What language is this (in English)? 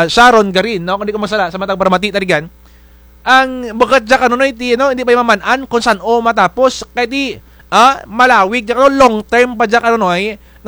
Kinaray-a